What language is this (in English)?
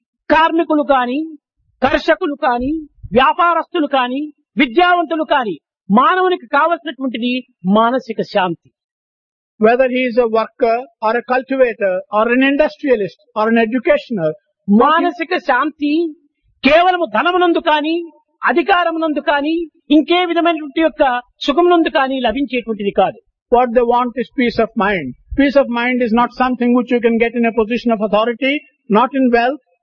Telugu